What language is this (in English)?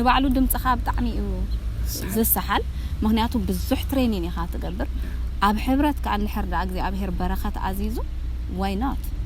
Tigrinya